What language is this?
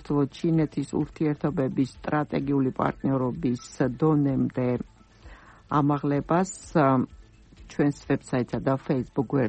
Georgian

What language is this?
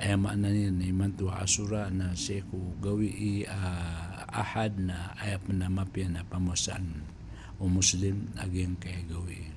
Maranao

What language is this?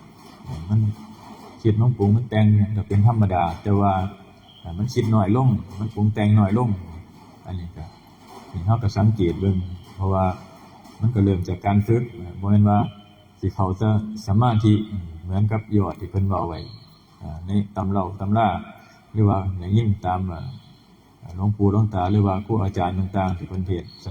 Northeastern Thai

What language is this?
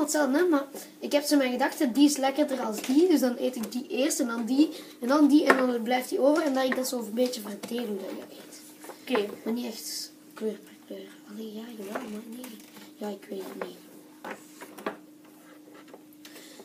Dutch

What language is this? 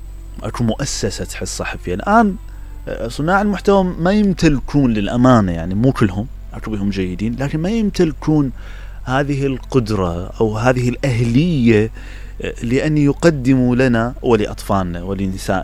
Mesopotamian Arabic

